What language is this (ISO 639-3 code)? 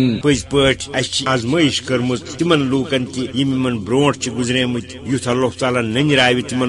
kas